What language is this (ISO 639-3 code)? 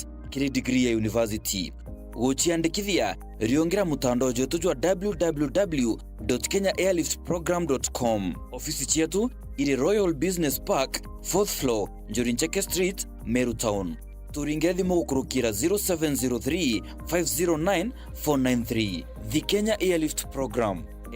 mer